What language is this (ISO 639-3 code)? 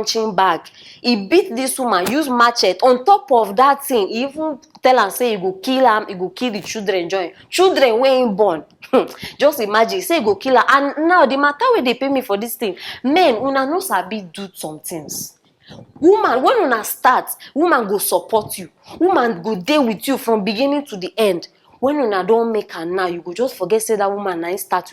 pcm